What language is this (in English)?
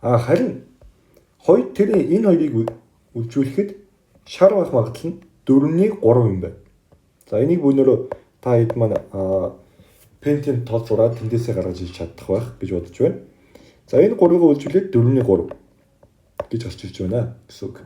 Mongolian